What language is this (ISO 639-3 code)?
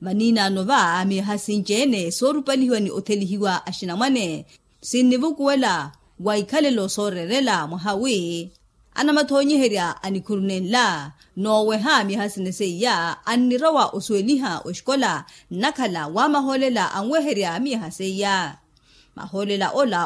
vmw